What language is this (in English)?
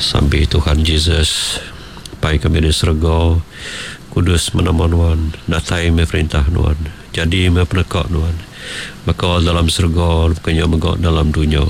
Iban